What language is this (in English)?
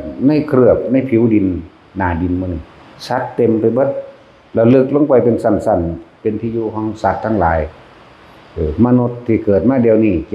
Northeastern Thai